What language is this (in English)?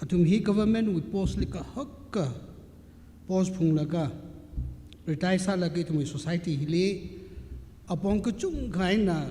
Tangkhul Naga (India)